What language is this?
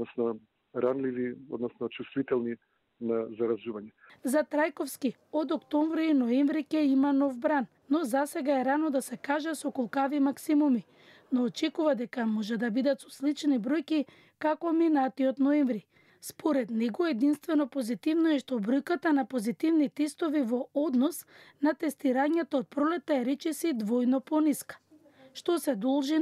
Macedonian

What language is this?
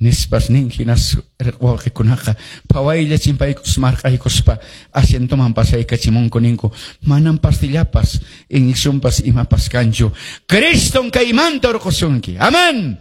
Quechua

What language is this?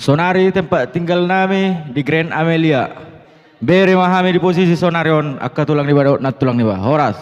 Batak Toba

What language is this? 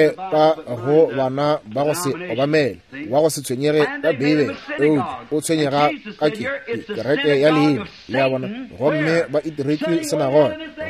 Northern Sotho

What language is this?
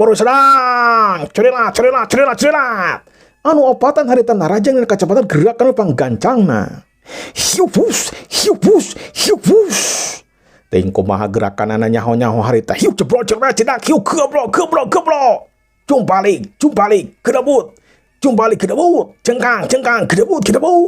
Sundanese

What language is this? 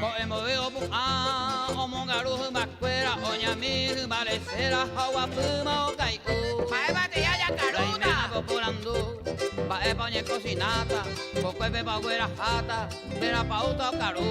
Guarani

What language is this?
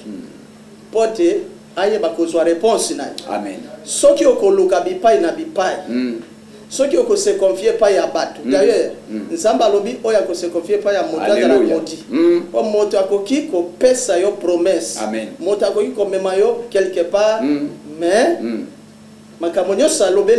Lingala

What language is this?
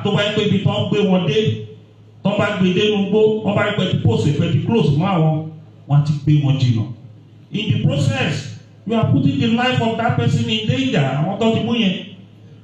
Yoruba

